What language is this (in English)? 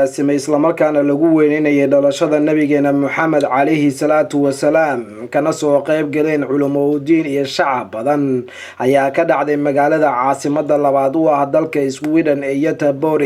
Somali